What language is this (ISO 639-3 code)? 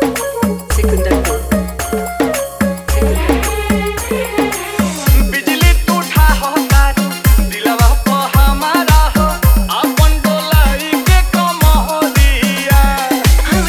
bho